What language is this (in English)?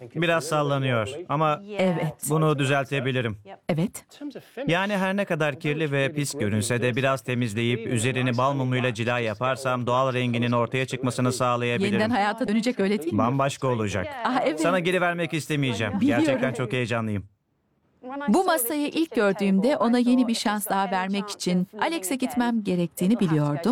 Turkish